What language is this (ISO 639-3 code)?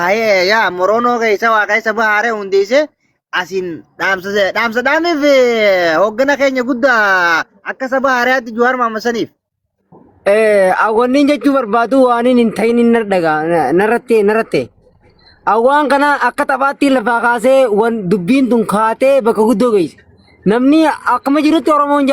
orm